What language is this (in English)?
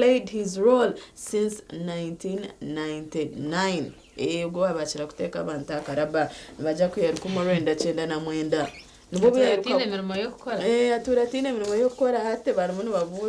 Nyankole